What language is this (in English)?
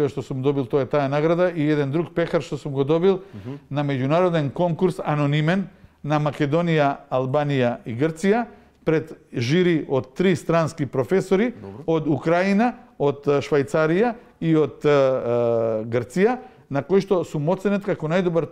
Macedonian